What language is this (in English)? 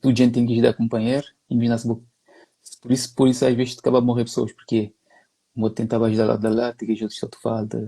Kabuverdianu